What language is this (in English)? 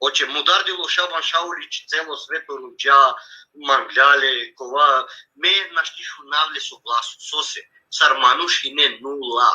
Balkan Romani